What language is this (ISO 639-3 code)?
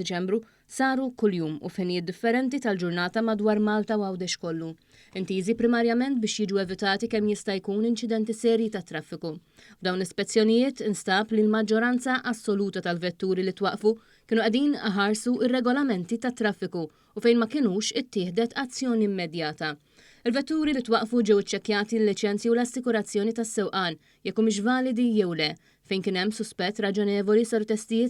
mlt